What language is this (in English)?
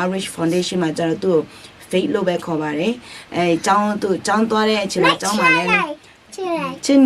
Akha